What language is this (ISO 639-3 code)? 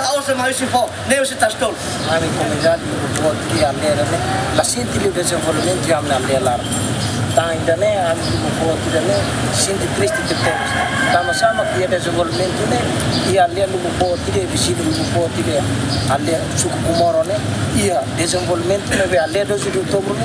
tet